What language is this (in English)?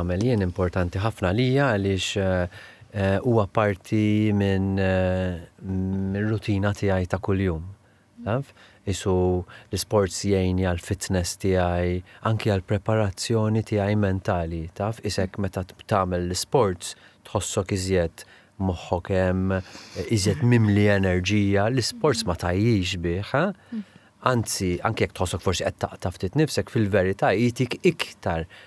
Maltese